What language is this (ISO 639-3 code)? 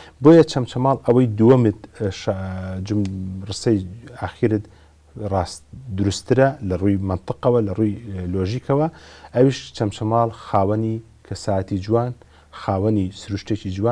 ckb